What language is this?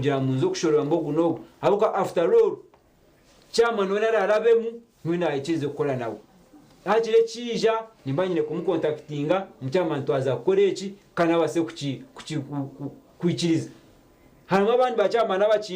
Nyankole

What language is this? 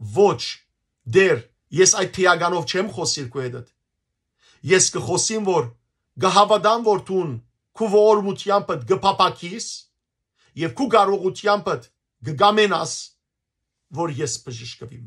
Western Armenian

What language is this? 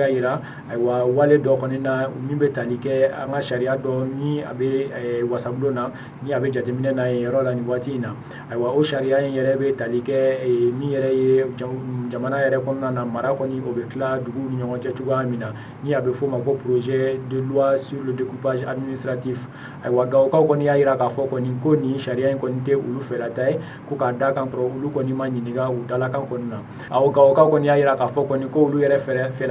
Bambara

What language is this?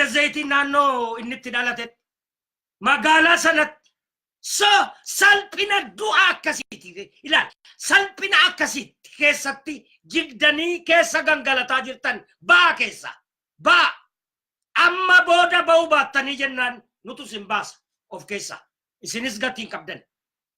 Oromo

